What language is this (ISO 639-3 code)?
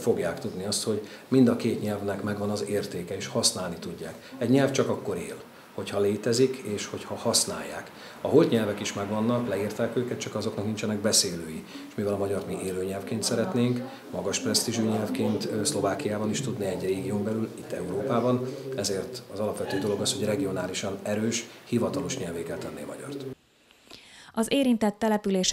hun